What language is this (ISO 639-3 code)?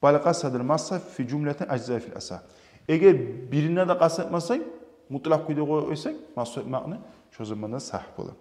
kum